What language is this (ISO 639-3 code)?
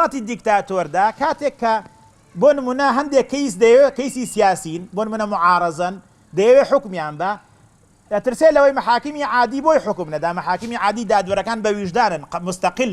ckb